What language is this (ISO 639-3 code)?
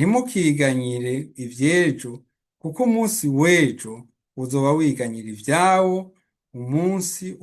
run